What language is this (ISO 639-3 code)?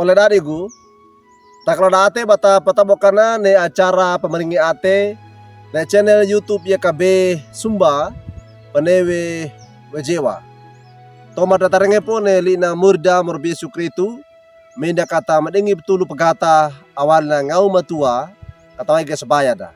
wew